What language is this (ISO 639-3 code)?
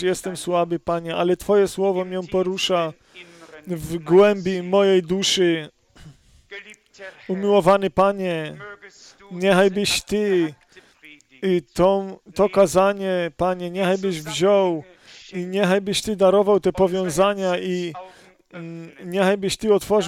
pol